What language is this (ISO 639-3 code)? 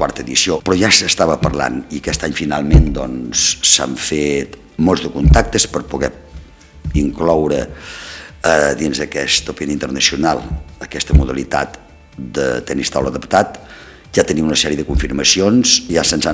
cat